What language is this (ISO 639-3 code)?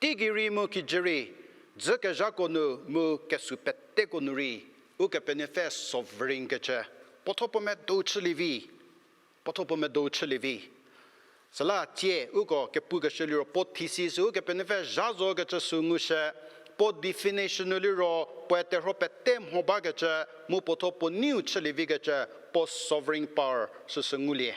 njm